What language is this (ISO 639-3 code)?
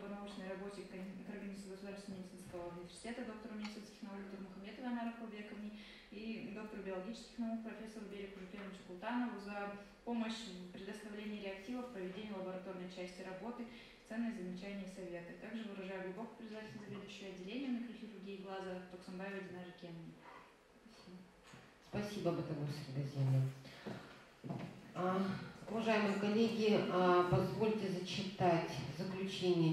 rus